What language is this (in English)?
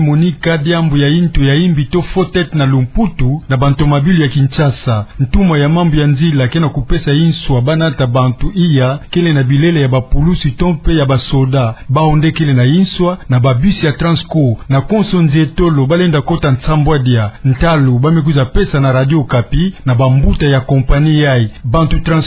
Kituba (Democratic Republic of Congo)